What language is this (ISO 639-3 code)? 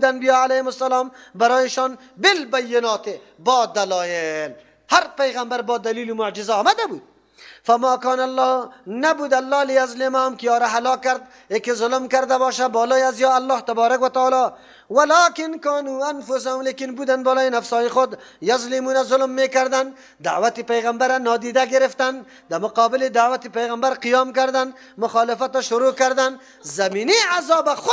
fas